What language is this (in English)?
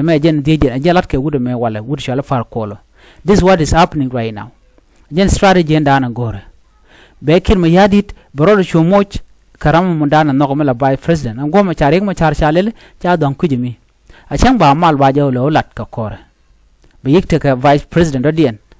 Nuer